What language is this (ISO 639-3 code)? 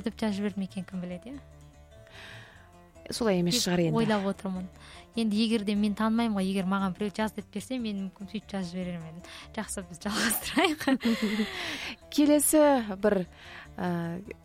kaz